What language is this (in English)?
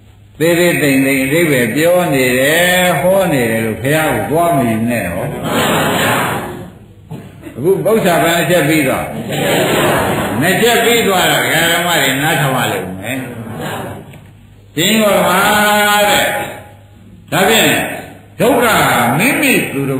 Burmese